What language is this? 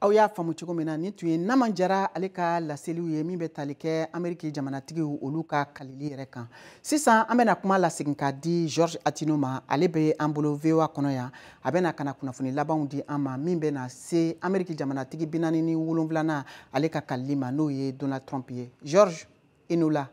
Bambara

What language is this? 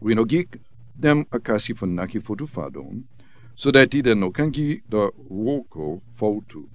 Sranan Tongo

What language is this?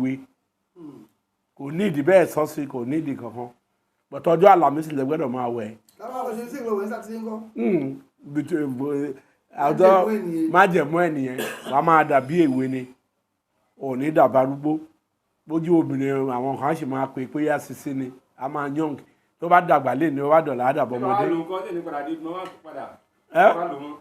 Yoruba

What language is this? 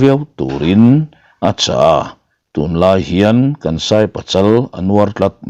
Mizo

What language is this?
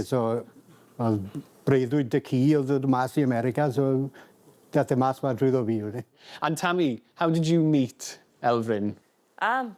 Welsh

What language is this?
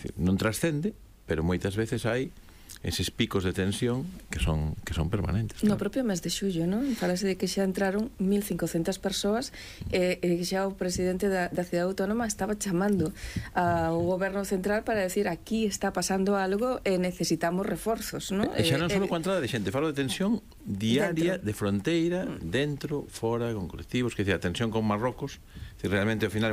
Galician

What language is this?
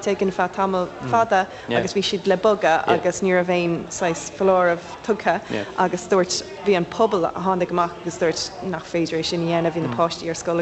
Irish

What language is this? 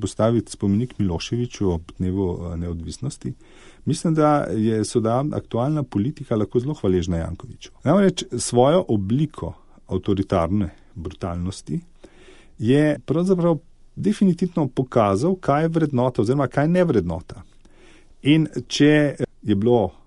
Slovenian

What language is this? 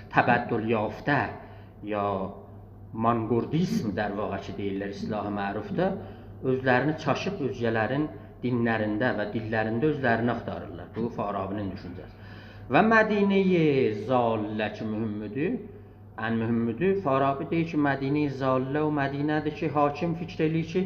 South Azerbaijani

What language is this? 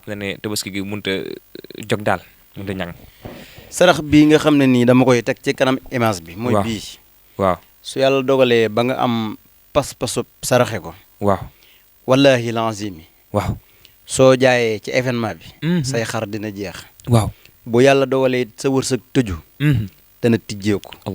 Wolof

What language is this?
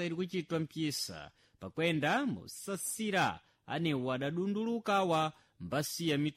Sena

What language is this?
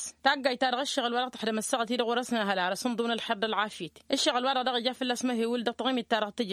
Tamasheq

